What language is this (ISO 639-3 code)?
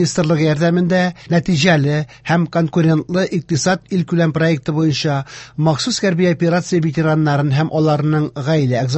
tat